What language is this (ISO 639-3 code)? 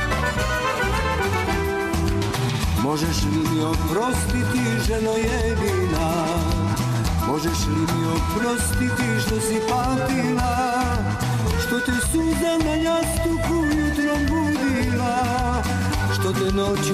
srp